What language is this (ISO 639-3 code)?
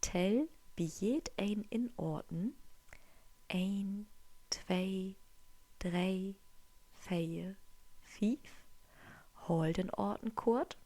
nds